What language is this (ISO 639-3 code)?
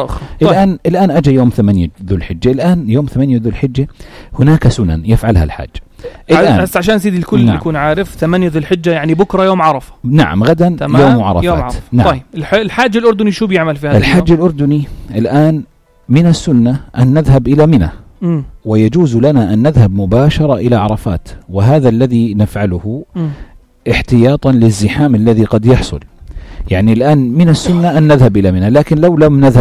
apc